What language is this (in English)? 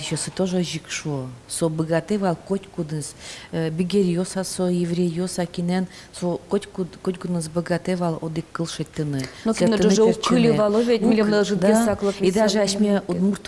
Udmurt